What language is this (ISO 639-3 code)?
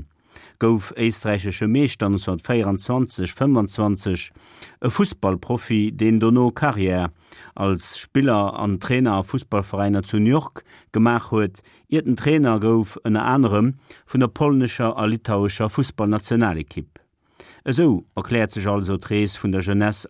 ltz